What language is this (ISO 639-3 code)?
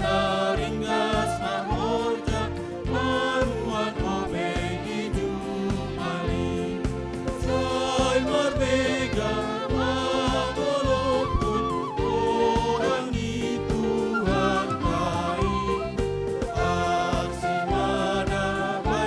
bts